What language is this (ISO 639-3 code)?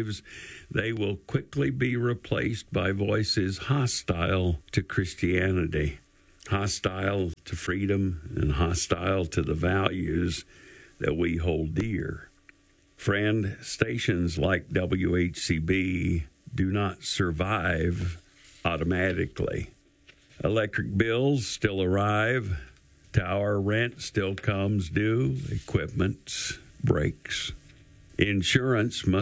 eng